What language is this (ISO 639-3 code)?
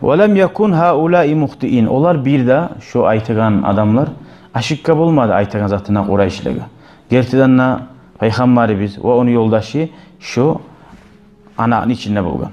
kum